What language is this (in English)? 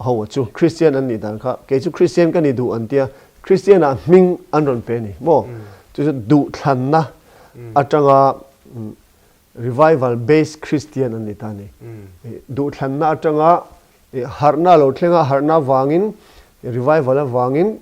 Mizo